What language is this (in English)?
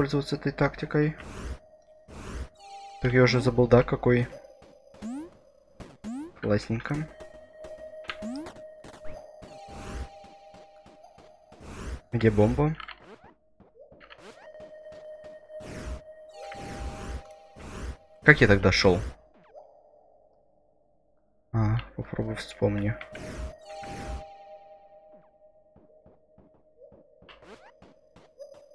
Russian